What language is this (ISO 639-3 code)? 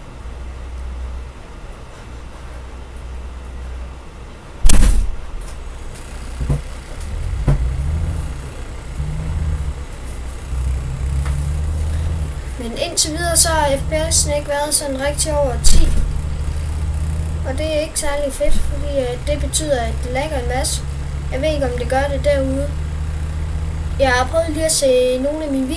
dan